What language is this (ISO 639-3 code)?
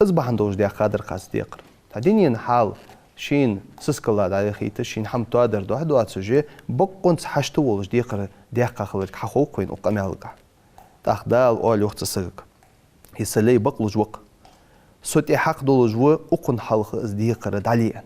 inh